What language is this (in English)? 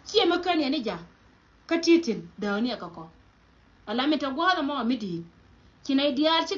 Nuer